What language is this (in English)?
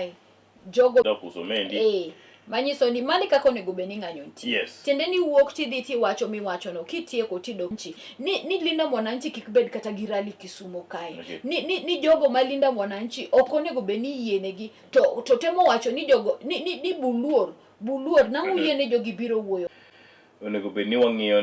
Luo (Kenya and Tanzania)